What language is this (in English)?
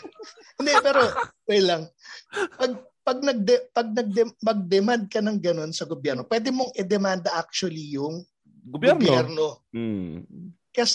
Filipino